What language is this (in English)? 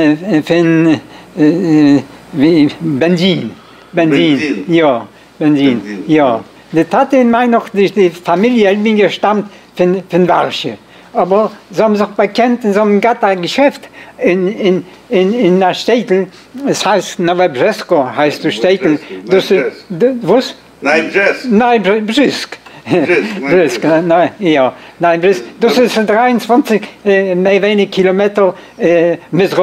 Yiddish